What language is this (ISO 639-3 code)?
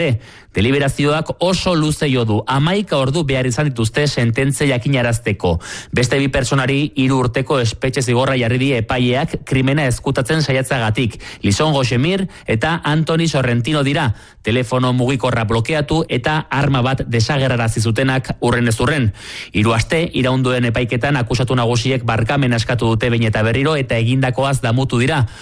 eus